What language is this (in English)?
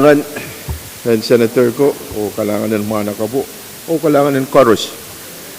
Pohnpeian